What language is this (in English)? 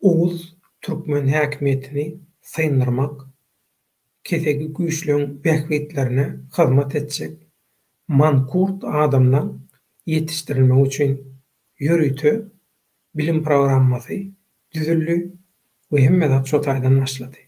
Turkmen